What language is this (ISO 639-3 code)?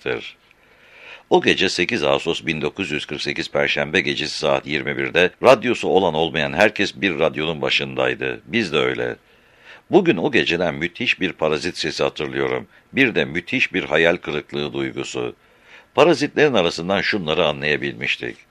tur